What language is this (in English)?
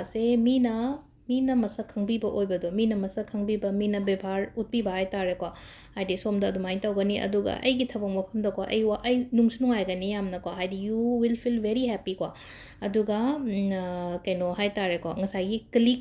Manipuri